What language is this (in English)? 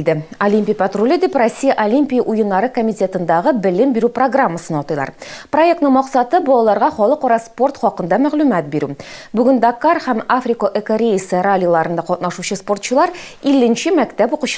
Tatar